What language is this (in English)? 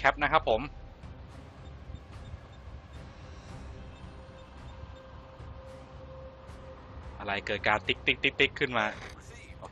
Thai